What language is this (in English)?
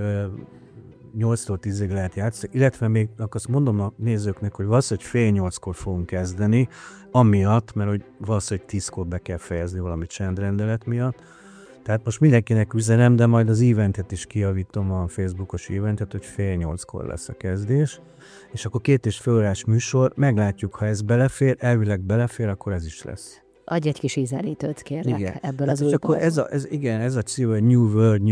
Hungarian